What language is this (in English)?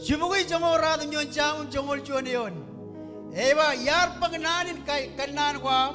Marshallese